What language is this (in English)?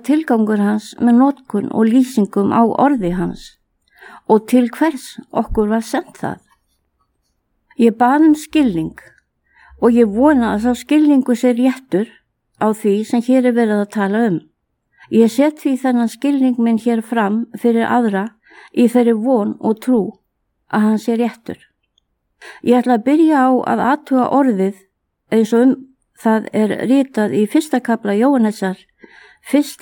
Icelandic